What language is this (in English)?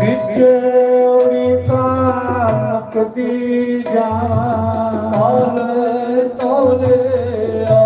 Dogri